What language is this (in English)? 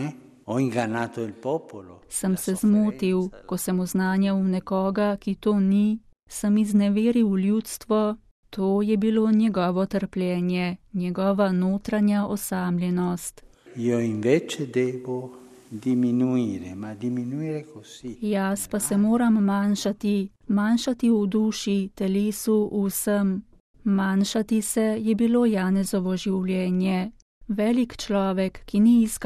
Slovenian